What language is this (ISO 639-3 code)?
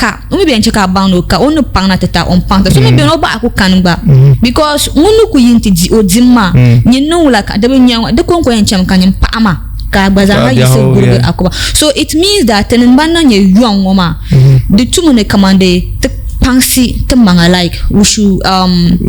dag